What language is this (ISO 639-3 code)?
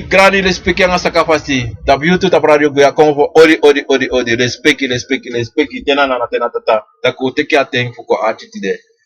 srn